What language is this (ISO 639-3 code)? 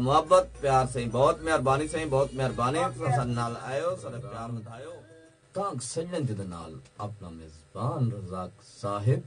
skr